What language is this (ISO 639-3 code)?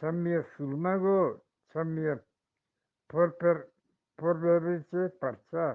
bgp